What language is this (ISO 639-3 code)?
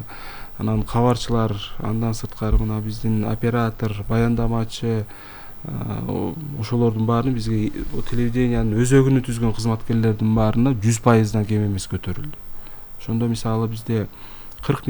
kir